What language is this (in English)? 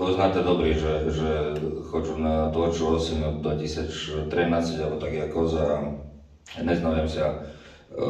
Rusyn